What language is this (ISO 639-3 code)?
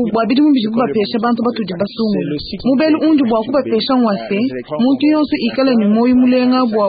lua